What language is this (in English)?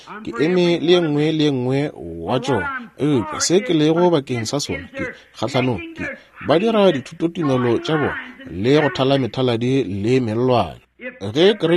Northern Sotho